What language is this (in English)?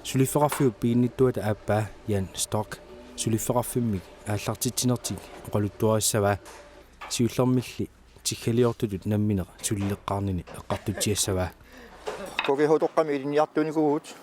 Kalaallisut